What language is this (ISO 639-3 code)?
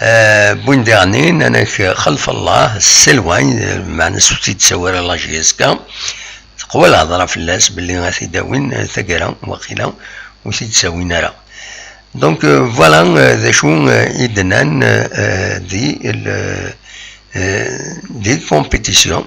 kab